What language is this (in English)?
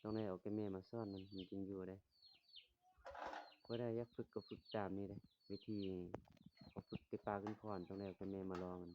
Lao